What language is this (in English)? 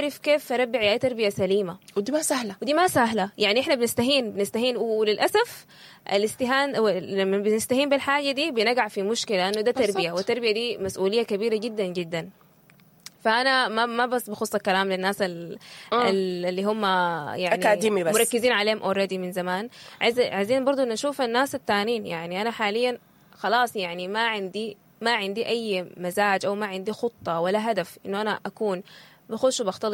Sudanese Arabic